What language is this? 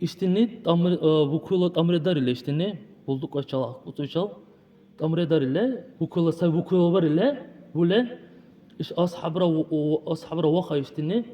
Dargwa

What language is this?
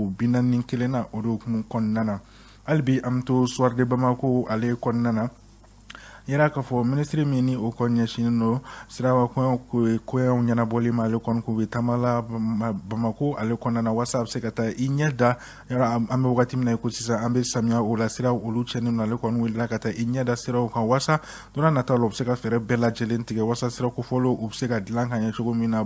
Bambara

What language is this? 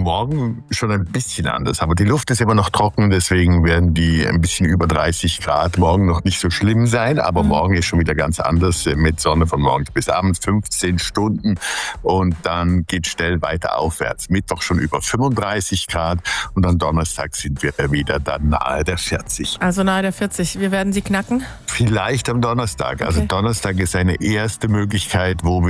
German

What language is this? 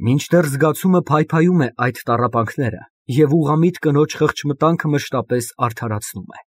Armenian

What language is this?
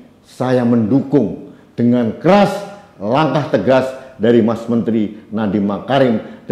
Indonesian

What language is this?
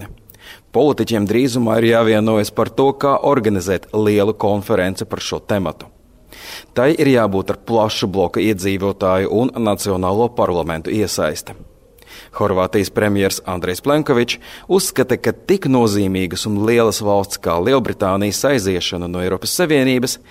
Latvian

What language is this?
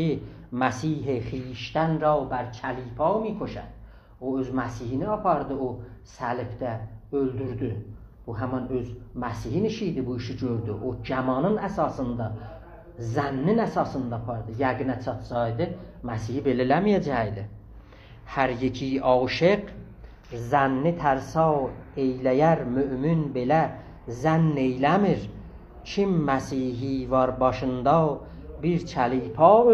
South Azerbaijani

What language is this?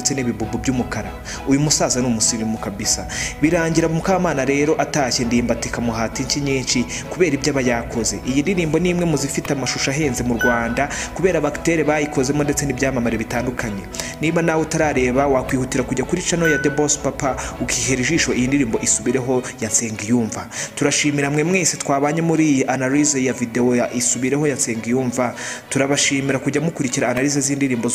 Kinyarwanda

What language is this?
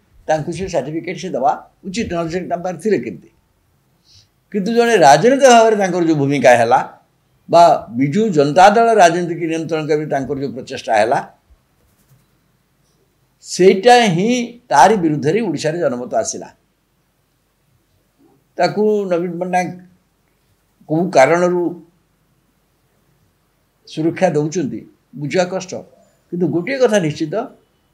Odia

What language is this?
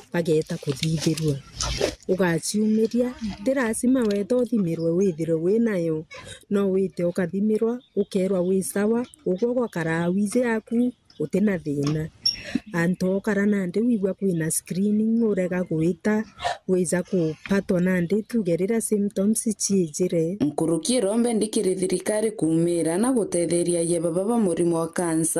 Meru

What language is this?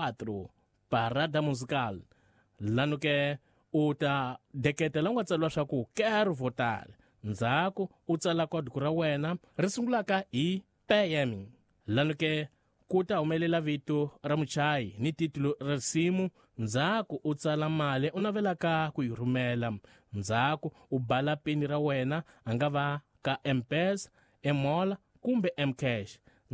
Tsonga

